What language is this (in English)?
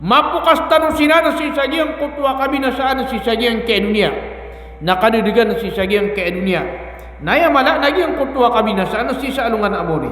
Maranao